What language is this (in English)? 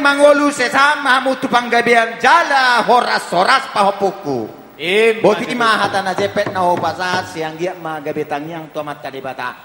Batak Toba